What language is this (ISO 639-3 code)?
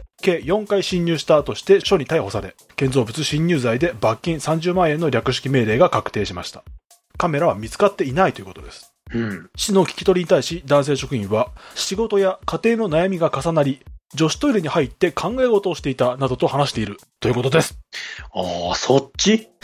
jpn